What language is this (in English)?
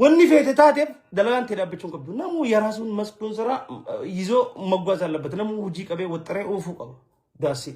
Oromo